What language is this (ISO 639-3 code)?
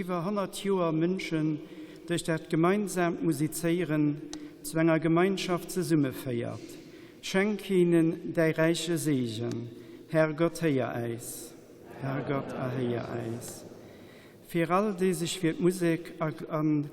ltz